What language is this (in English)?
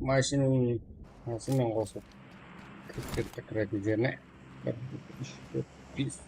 Kara-Kalpak